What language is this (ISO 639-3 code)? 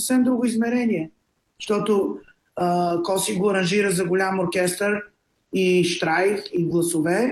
bul